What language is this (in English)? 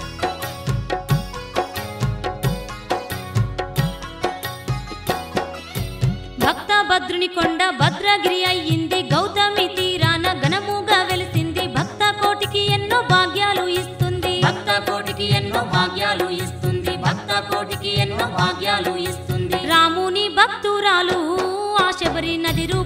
Telugu